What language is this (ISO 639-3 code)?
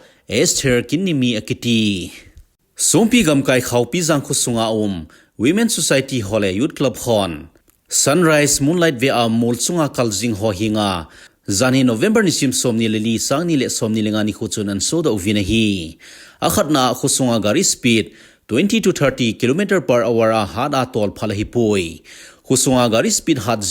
tcz